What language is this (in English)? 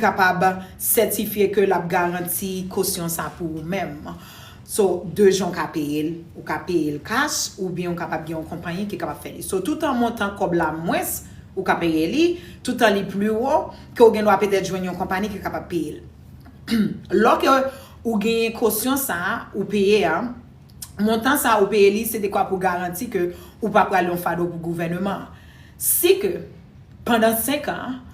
Haitian Creole